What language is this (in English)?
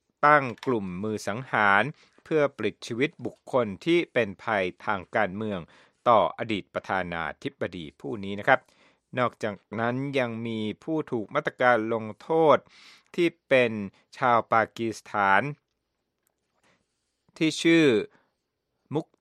Thai